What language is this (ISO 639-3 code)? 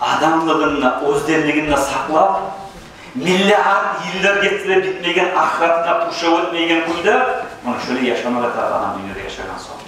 kum